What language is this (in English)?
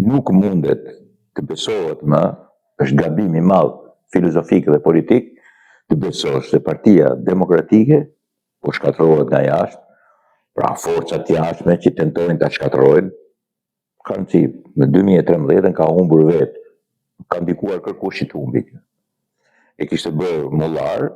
Albanian